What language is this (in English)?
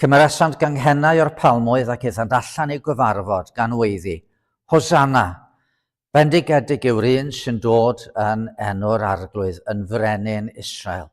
Welsh